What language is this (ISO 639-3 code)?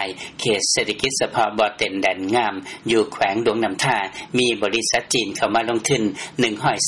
lao